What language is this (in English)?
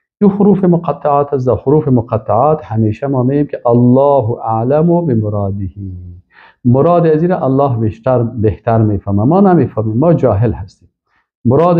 Persian